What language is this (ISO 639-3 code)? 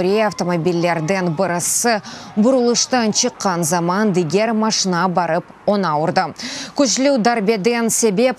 crh